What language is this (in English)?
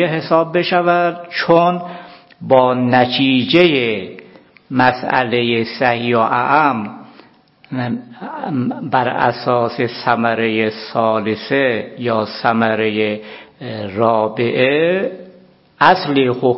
Persian